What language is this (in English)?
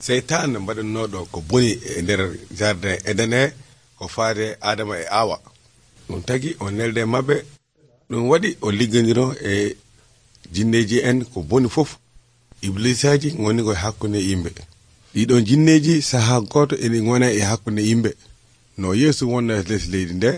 Nigerian Fulfulde